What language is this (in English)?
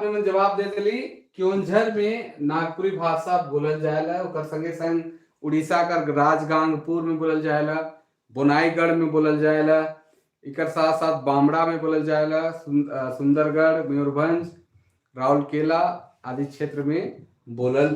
Sadri